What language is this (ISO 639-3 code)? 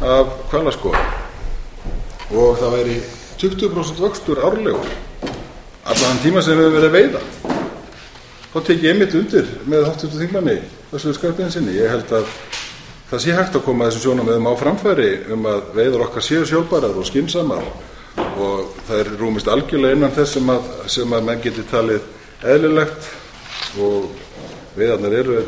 isl